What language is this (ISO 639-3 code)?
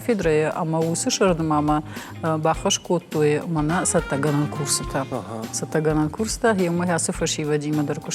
oss